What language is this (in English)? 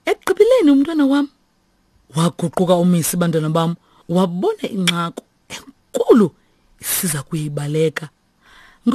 Xhosa